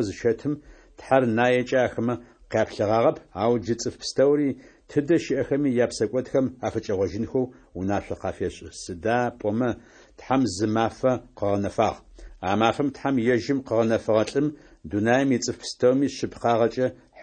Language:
Adyghe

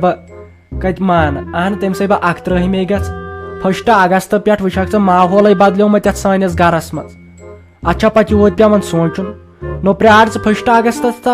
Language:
Kashmiri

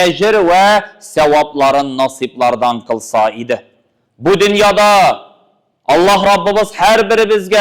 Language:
Tatar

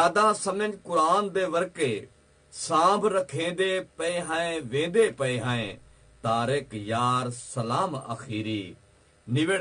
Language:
Saraiki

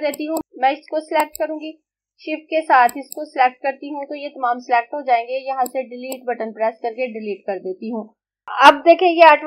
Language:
Hindi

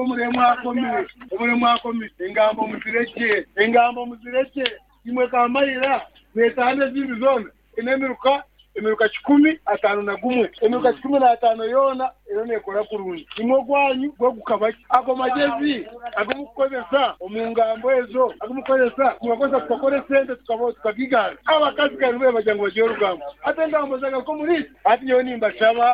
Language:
Nyoro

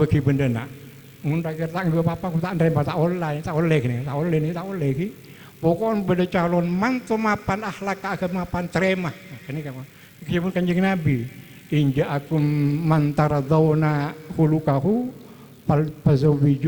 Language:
Madurese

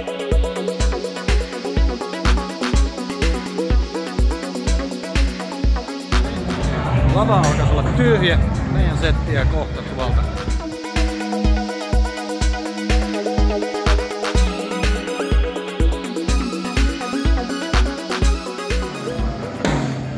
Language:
Finnish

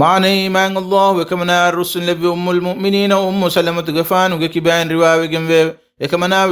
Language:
Divehi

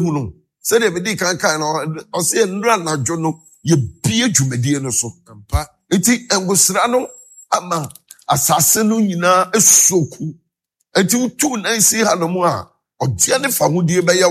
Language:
Akan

